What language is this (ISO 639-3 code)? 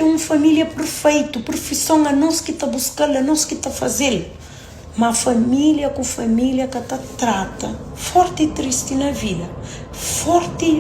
kea